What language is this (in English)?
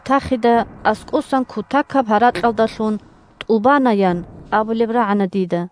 Avaric